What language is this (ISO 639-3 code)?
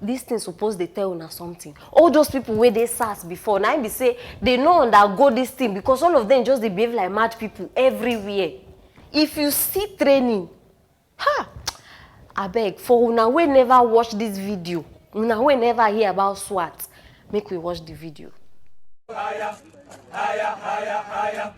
pcm